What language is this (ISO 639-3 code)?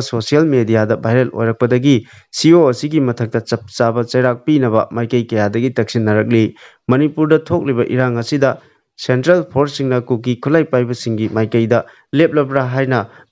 mni